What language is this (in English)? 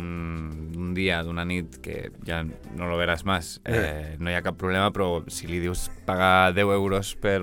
Catalan